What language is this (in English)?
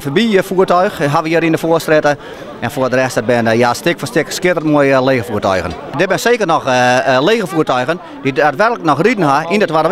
Western Frisian